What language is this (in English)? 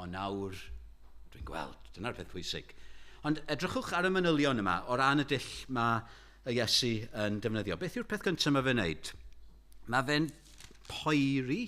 Welsh